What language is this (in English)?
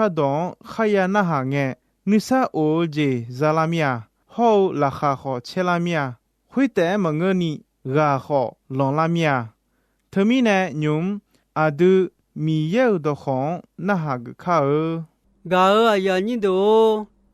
Akha